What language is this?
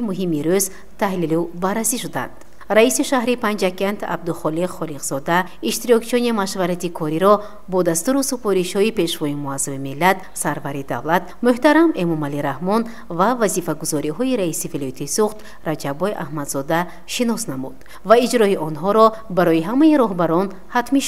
Tajik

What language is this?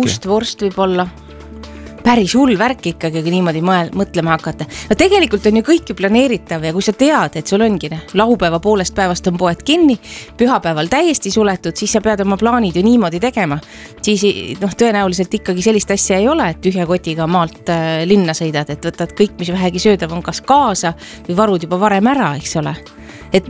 Estonian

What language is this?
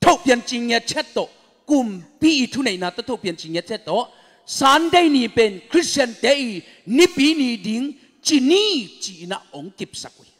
Tedim Chin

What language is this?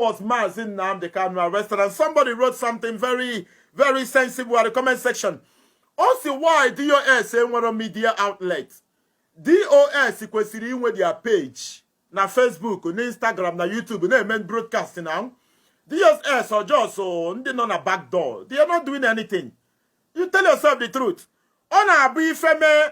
Igbo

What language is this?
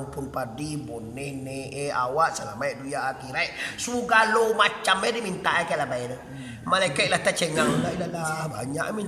Minangkabau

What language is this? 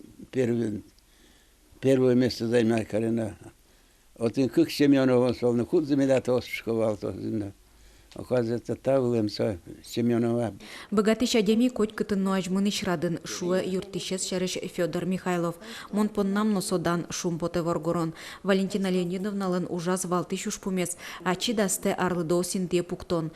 Udmurt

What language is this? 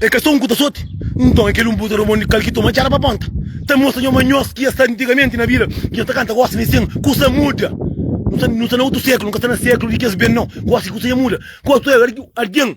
Kabuverdianu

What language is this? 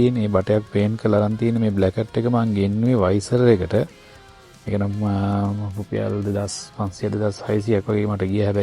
Sinhala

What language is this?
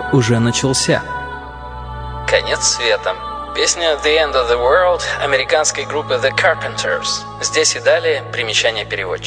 Russian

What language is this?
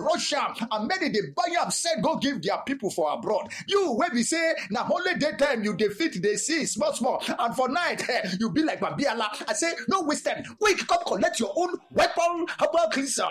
Nigerian Pidgin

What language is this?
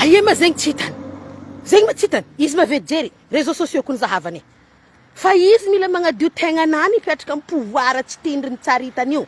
Malagasy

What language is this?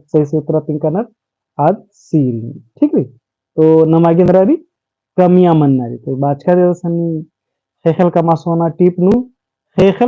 Kurukh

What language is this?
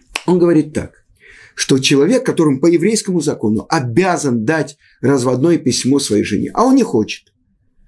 Russian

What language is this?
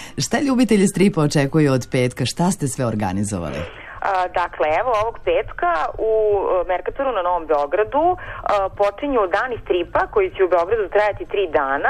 Serbian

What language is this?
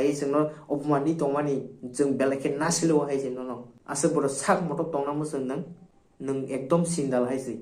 Kok Borok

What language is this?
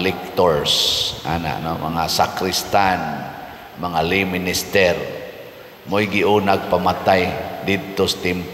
Cebuano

